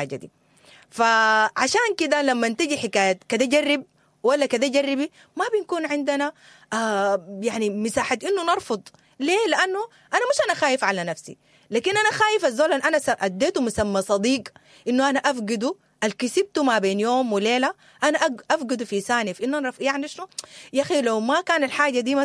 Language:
Sudanese Arabic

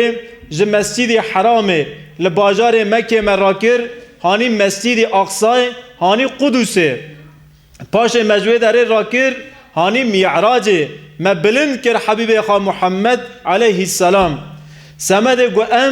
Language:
Kurdish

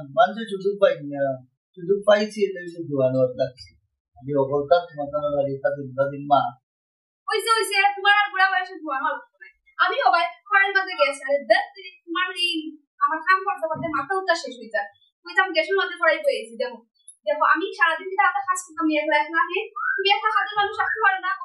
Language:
Sylheti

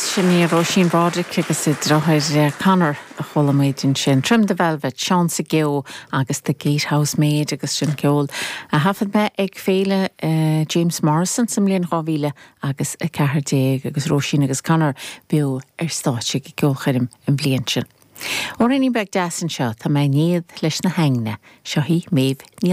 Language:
Irish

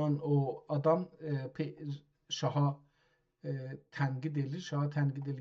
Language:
South Azerbaijani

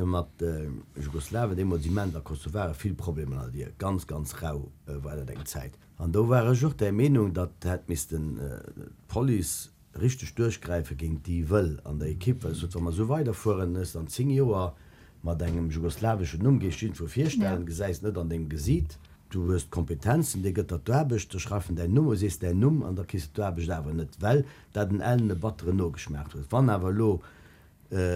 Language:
Luxembourgish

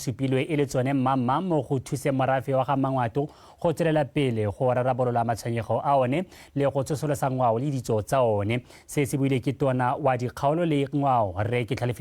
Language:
Tswana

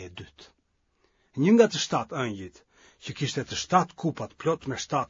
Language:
Albanian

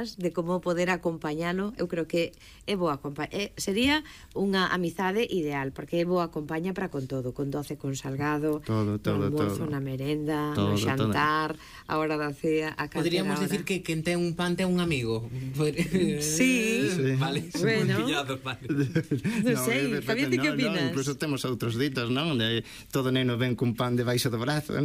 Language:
Galician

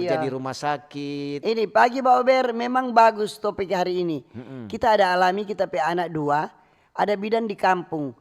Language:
Manado Malay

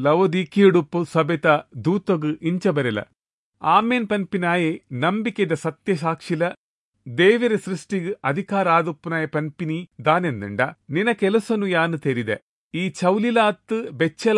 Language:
Tulu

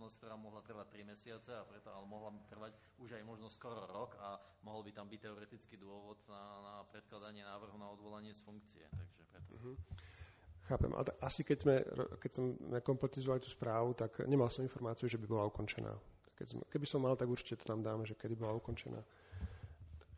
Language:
Slovak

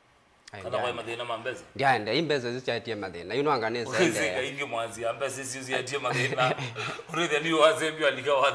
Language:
Kamba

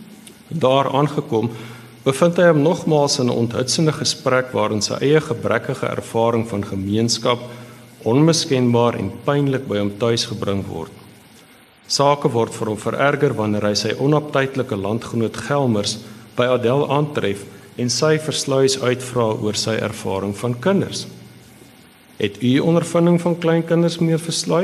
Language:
Afrikaans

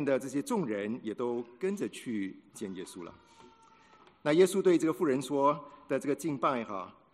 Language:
Chinese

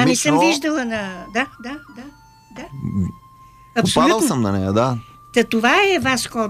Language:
Bulgarian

